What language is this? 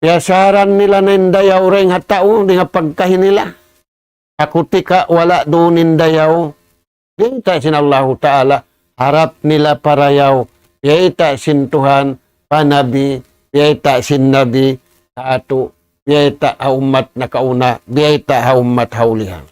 Tausug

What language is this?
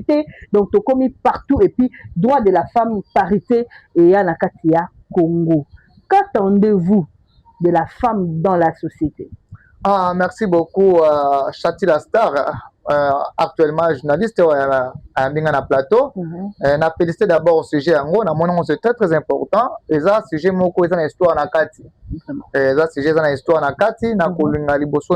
Lingala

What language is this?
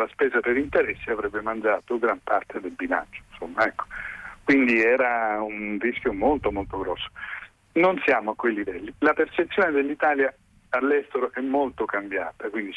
Italian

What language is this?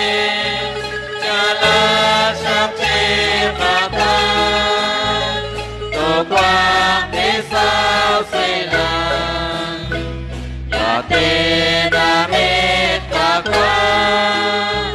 Kekchí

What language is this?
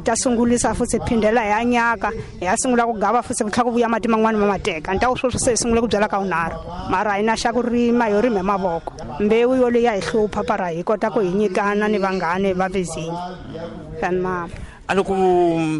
Tsonga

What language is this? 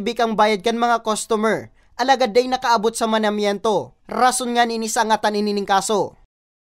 Bikol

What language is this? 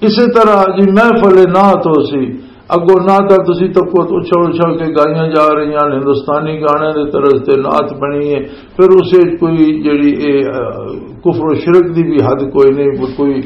Western Panjabi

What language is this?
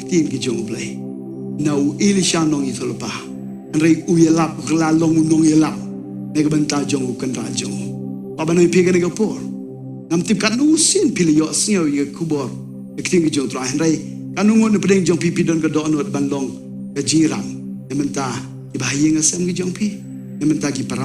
Khasi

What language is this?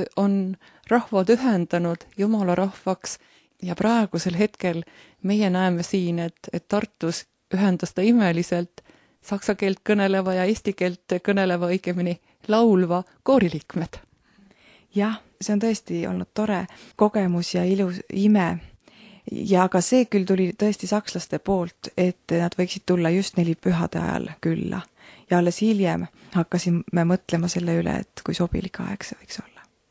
Estonian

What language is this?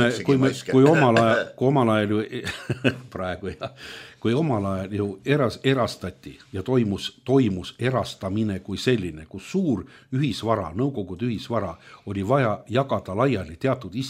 Estonian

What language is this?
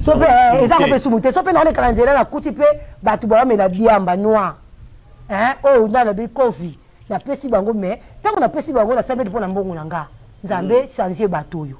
Lingala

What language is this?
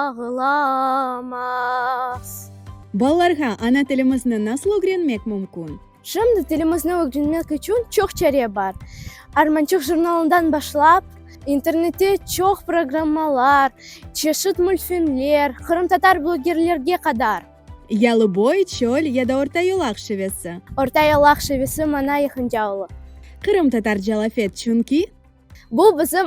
Crimean Tatar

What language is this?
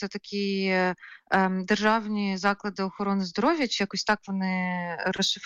Ukrainian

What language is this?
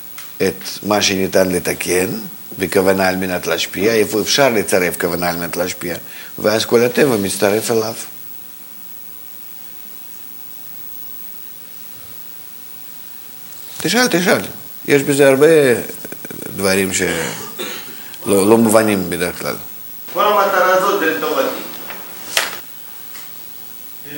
Hebrew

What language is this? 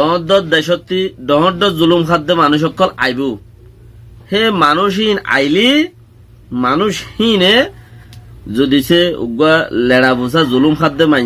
Rohingya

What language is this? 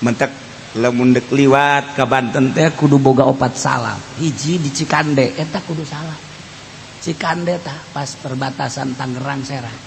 Sundanese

